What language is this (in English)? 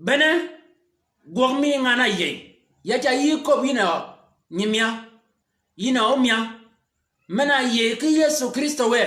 Shilluk